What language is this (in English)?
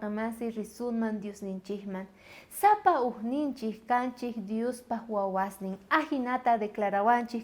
South Bolivian Quechua